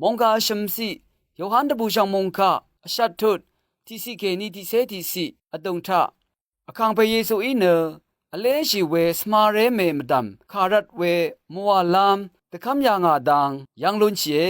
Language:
Rawang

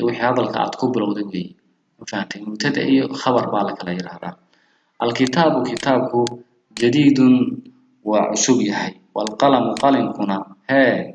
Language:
Somali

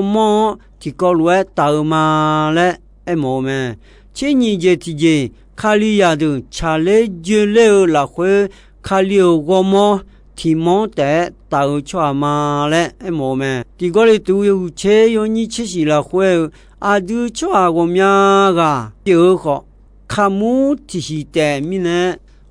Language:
Akha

